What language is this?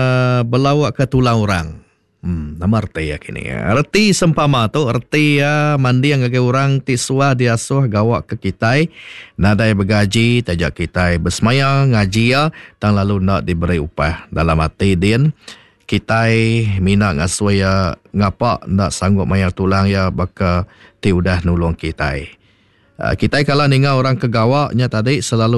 Iban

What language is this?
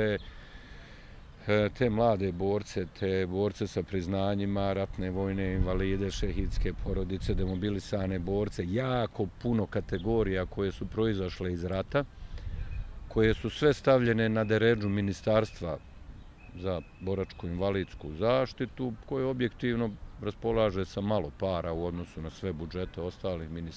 Bosnian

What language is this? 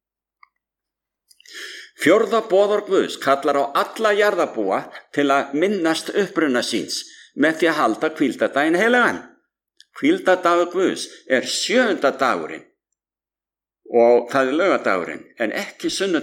Icelandic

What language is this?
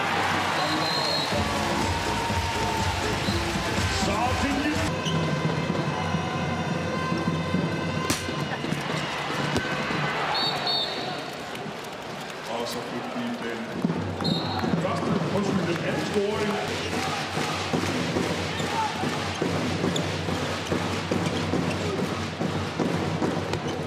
Danish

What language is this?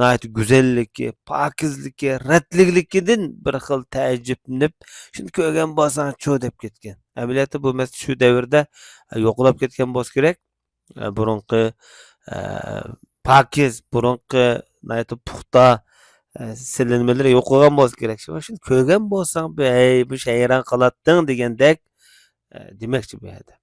Uyghur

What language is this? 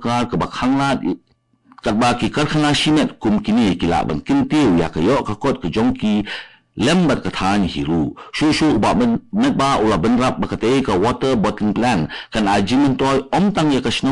Khasi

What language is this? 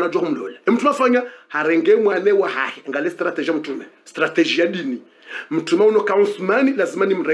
Swahili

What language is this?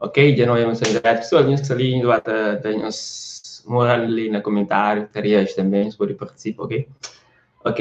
Kabuverdianu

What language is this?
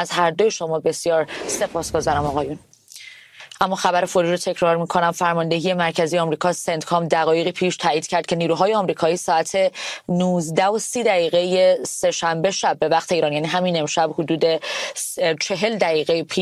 Persian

